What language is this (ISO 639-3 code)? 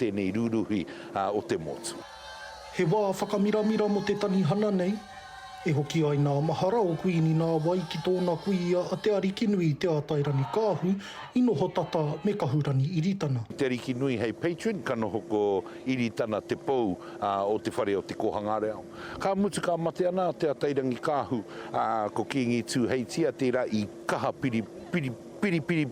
mri